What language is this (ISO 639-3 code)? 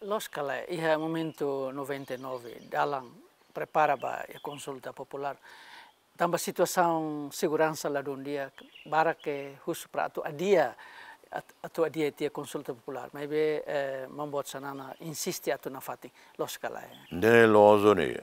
tet